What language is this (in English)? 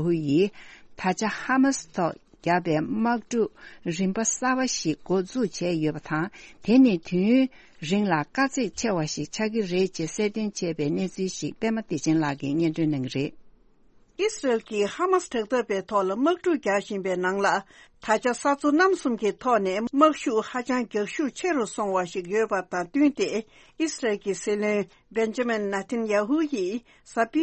Tibetan